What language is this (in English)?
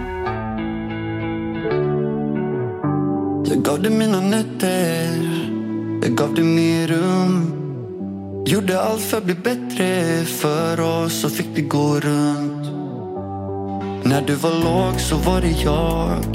Swedish